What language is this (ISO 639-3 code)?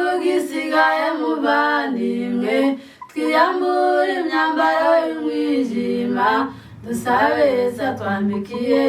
kin